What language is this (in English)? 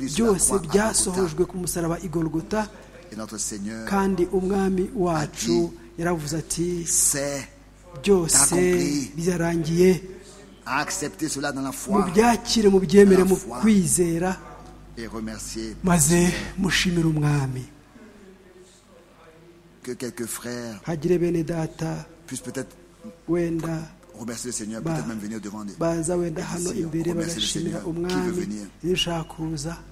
Kinyarwanda